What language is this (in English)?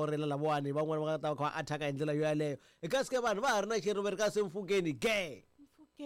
Tsonga